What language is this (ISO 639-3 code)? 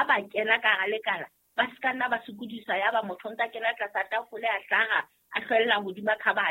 sot